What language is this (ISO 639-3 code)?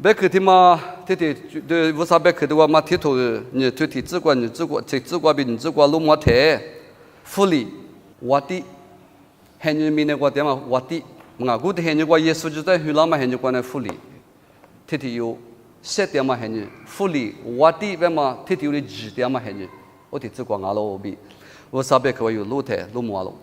lis